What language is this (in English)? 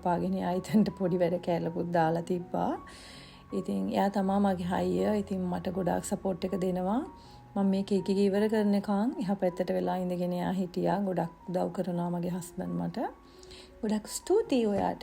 Sinhala